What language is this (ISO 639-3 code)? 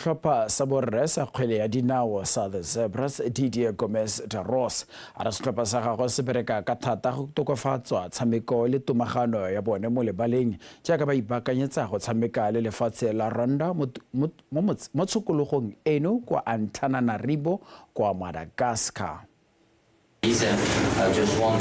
tsn